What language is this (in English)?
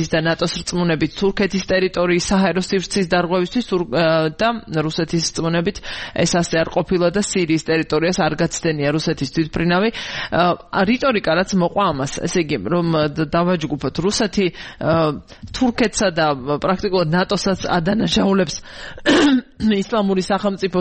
Georgian